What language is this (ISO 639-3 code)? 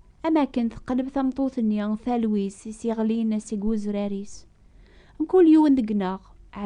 kab